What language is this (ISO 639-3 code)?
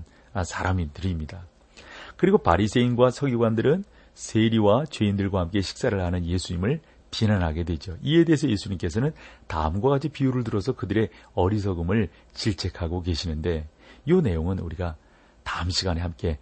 kor